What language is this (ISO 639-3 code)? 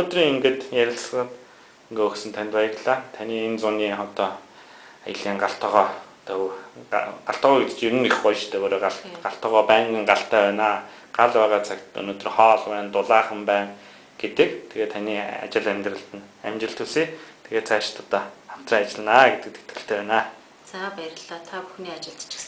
mon